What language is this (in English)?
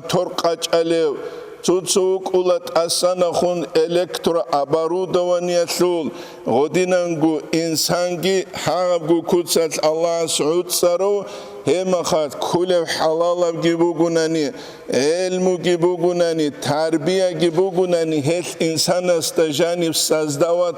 Avaric